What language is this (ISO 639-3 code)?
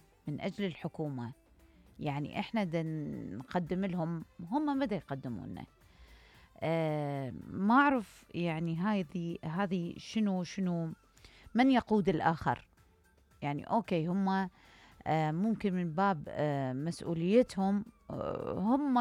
acm